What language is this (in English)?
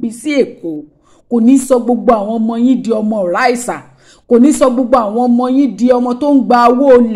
Yoruba